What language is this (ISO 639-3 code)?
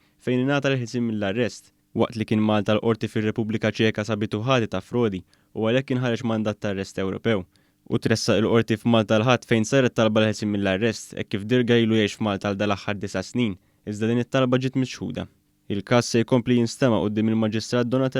mlt